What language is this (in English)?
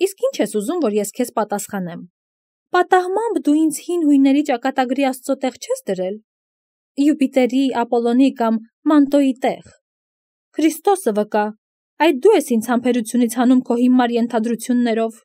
Armenian